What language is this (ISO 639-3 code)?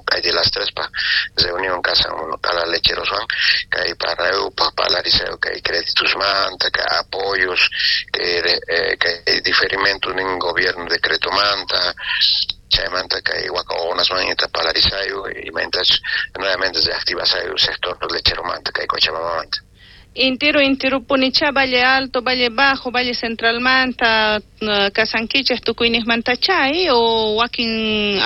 quh